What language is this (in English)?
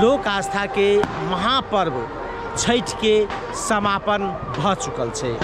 Maithili